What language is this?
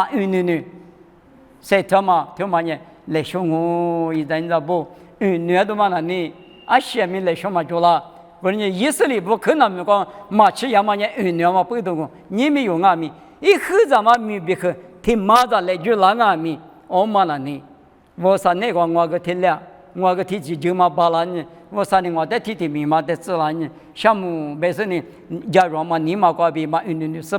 Lisu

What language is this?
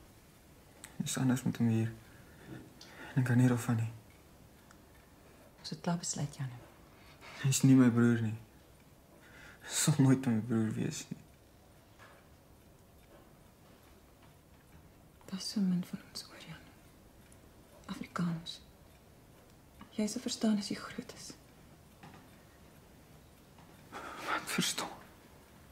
Afrikaans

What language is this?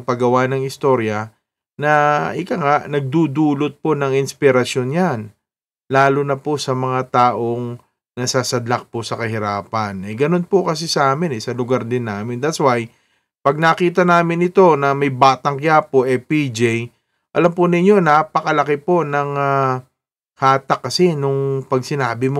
Filipino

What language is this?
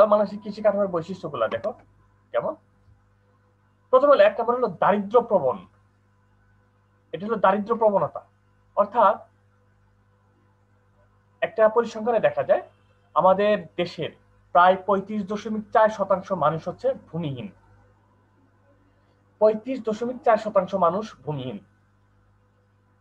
Bangla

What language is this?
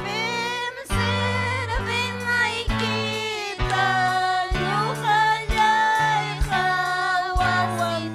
Ayacucho Quechua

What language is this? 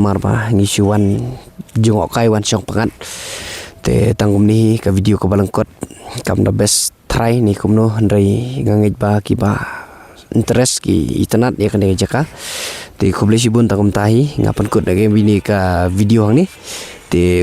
Khasi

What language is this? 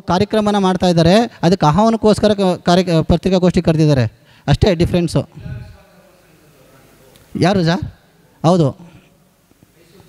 Kannada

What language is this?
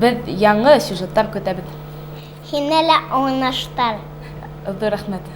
Bashkir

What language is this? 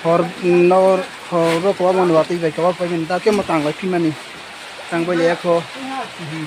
Kok Borok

